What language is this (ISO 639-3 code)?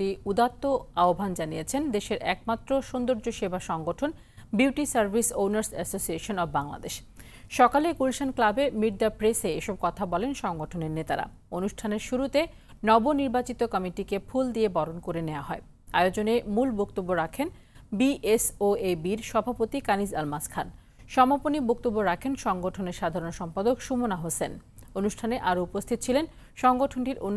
ben